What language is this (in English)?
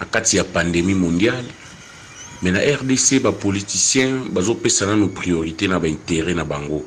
Lingala